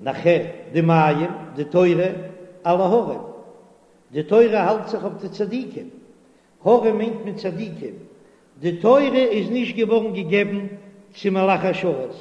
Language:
Yiddish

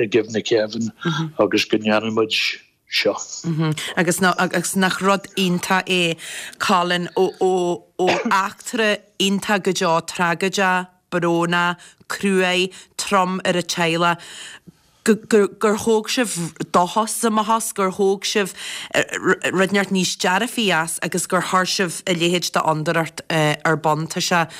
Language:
Irish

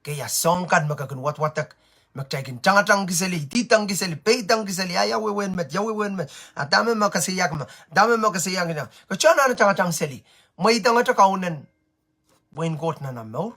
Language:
Pohnpeian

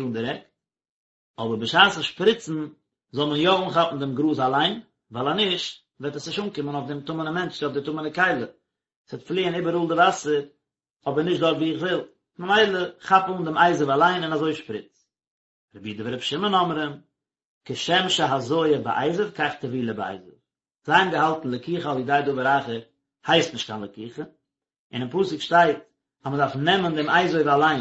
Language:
Yiddish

